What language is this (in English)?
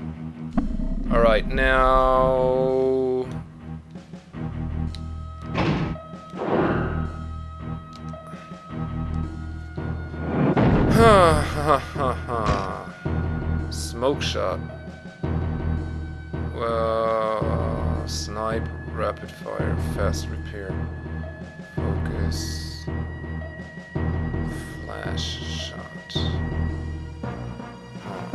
English